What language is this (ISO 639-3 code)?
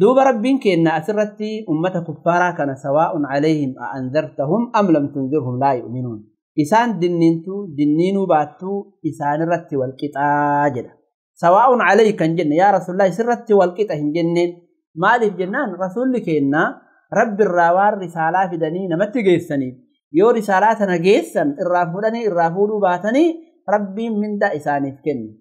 orm